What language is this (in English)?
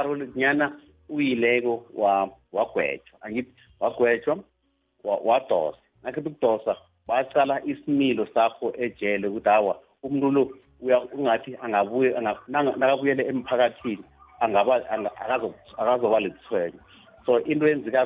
South Ndebele